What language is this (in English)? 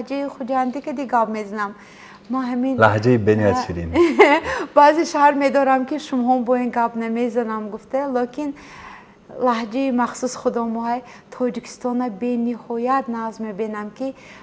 Tajik